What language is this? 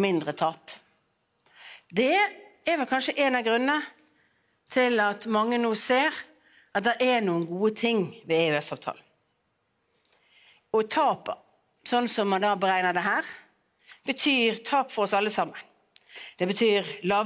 Norwegian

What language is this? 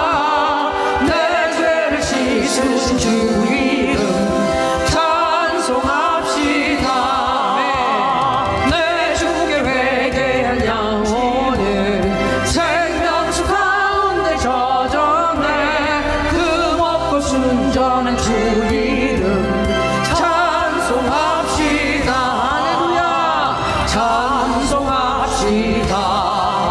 Korean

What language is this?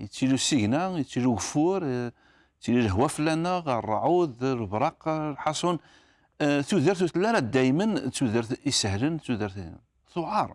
Kabyle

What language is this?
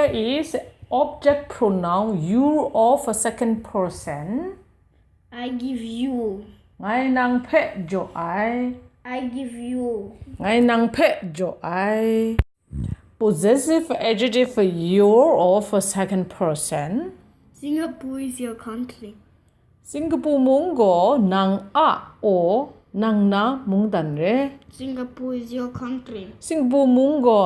Kachin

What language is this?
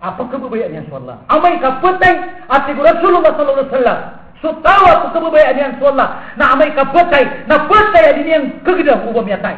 Maranao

